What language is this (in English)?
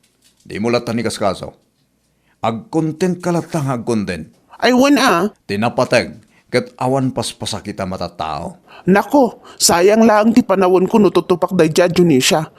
Iloko